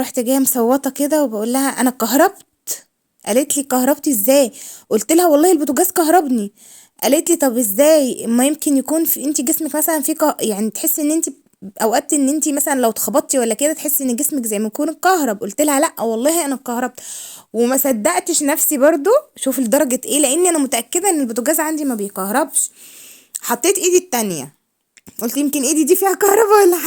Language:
Egyptian Arabic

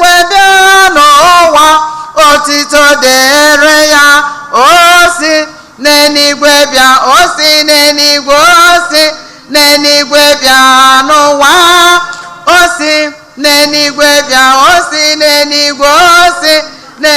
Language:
Igbo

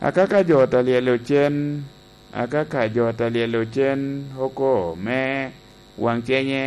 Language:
Lango (Uganda)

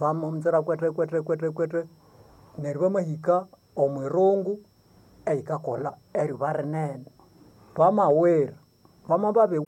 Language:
Nande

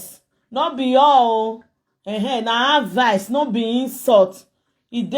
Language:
Nigerian Pidgin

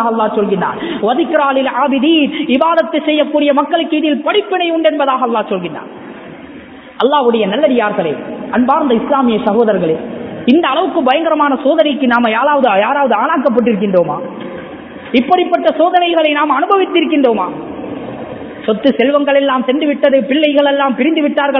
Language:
Tamil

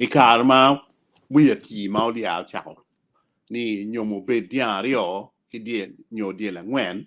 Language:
Acoli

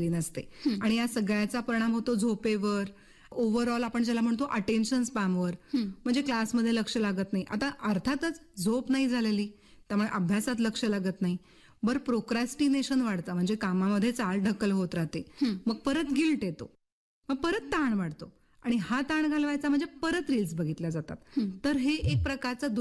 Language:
Marathi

